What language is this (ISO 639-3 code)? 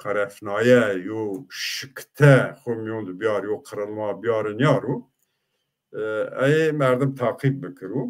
zza